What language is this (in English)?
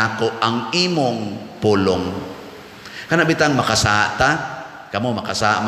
Cebuano